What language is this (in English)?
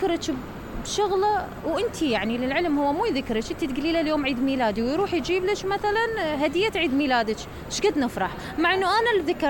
Mesopotamian Arabic